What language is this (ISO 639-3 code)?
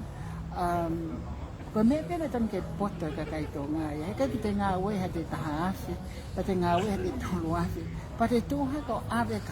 ton